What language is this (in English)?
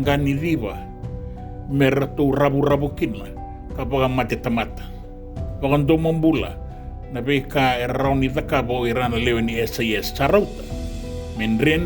Fijian